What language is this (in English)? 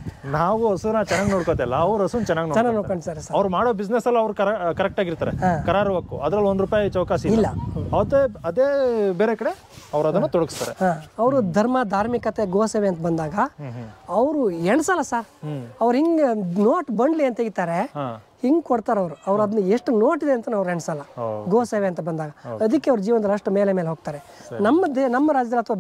Kannada